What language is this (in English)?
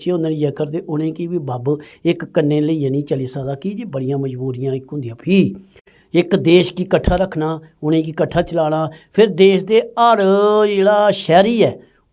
Dogri